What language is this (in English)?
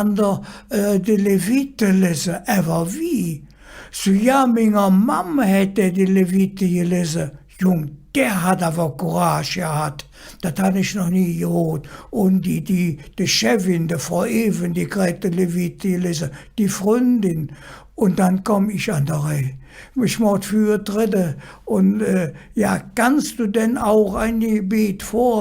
Colognian